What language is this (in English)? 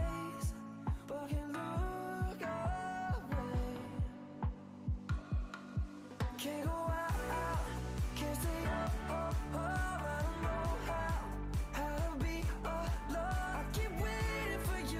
English